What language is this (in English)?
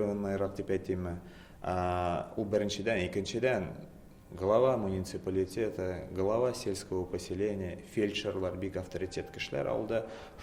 Tatar